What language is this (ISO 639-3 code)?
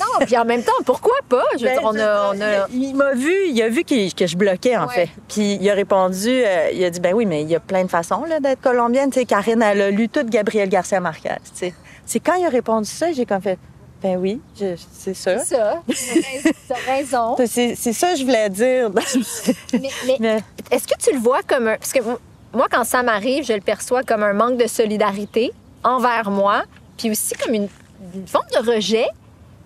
fra